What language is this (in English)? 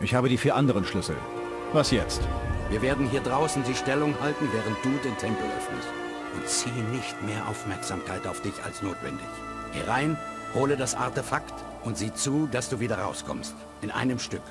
Bavarian